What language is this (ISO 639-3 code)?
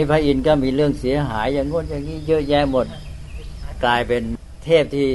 tha